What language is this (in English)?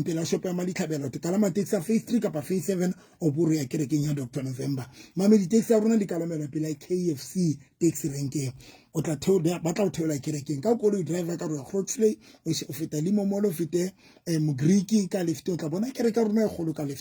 Southern Sotho